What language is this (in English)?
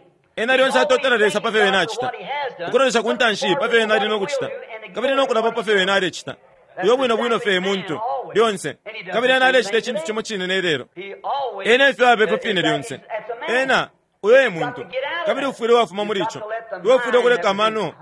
Bemba